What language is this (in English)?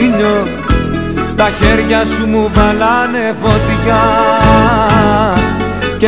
Greek